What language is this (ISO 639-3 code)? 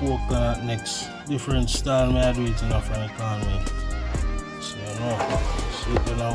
jam